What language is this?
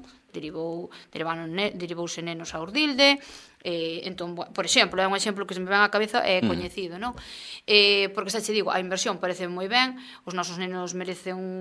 Galician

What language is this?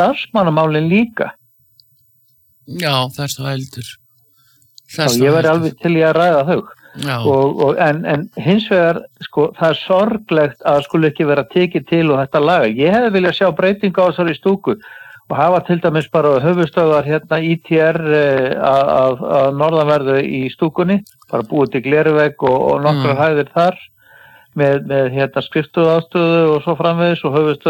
Icelandic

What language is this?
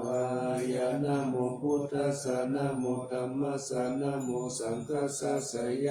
Pali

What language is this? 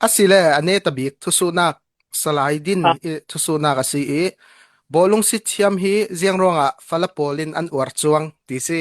Falam Chin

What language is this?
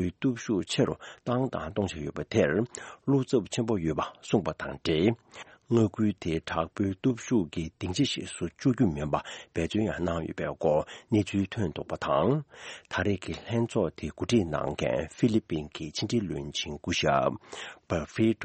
Tibetan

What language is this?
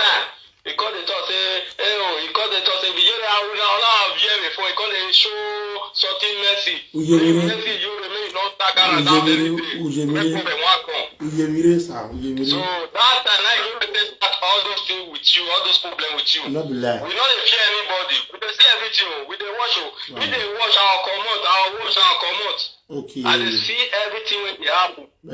Nigerian Pidgin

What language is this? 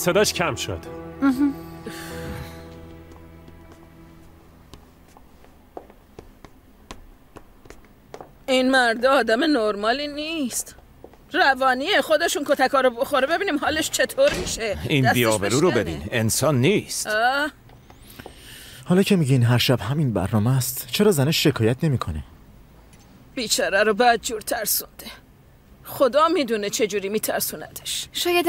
Persian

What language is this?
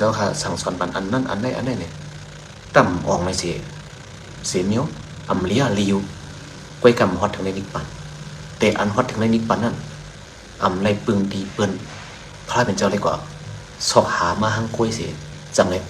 Shan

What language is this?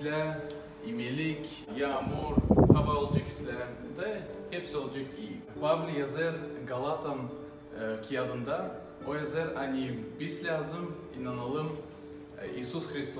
Gagauz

